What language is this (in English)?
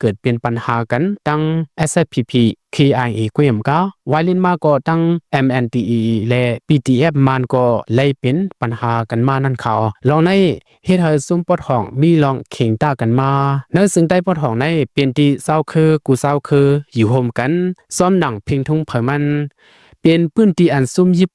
Shan